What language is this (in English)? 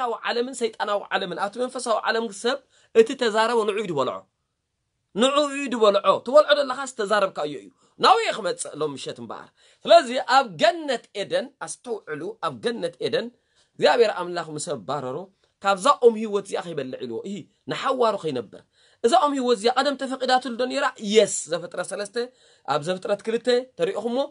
Tigrinya